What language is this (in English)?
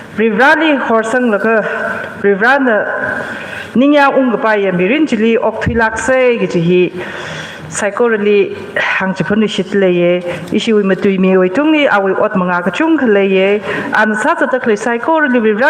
Tangkhul Naga (India)